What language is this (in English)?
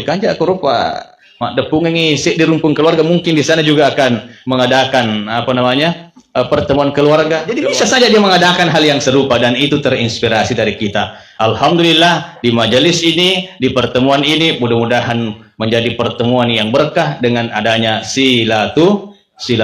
Buginese